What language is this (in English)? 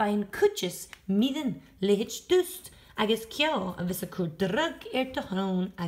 Scottish Gaelic